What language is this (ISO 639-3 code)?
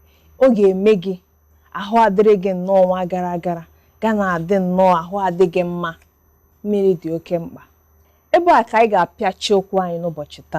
ibo